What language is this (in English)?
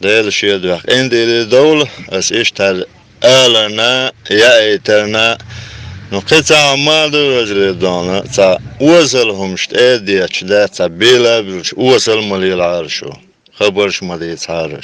Chechen